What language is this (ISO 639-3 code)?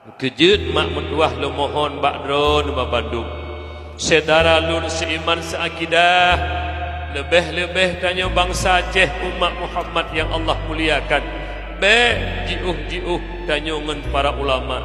ace